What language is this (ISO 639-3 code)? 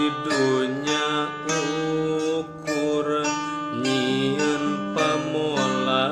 sun